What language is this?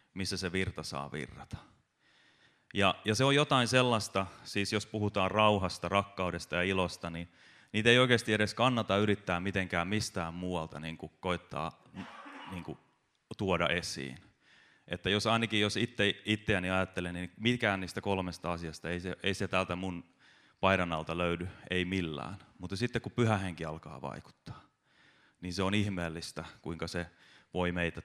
Finnish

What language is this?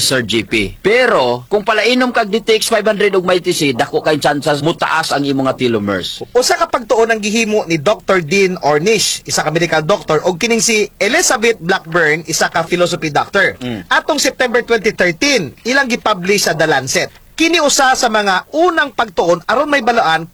Cebuano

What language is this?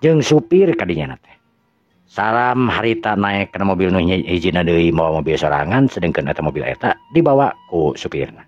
Sundanese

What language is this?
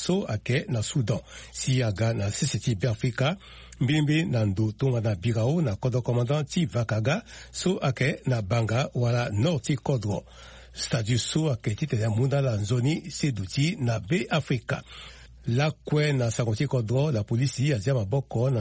Sango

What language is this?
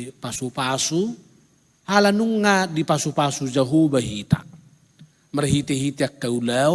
Batak Toba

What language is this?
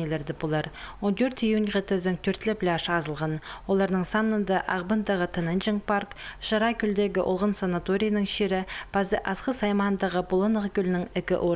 Khakas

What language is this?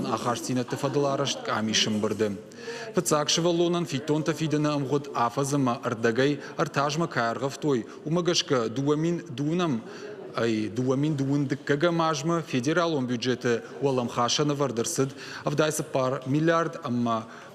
Ossetic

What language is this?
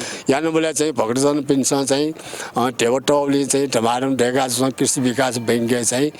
Newari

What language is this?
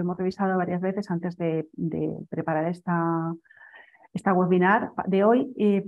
Spanish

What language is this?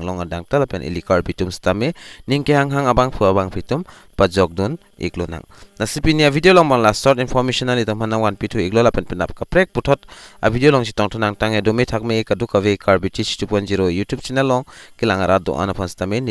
Karbi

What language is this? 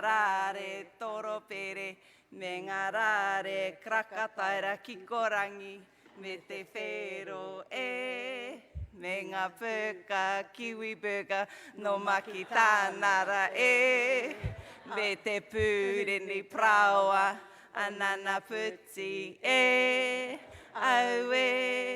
Māori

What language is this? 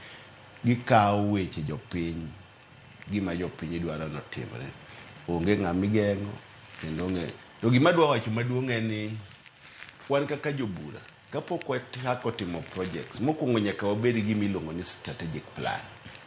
Luo (Kenya and Tanzania)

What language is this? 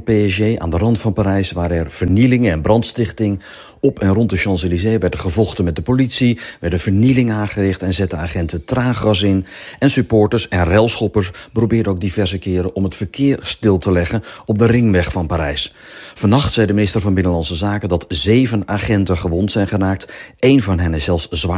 Dutch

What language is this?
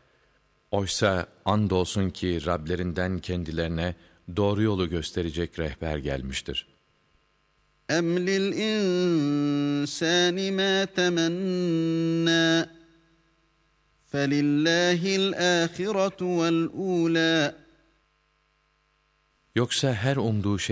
Turkish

